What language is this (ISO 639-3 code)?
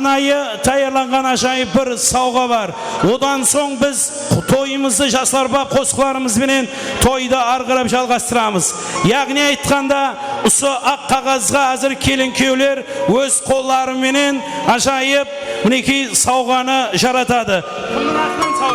kaa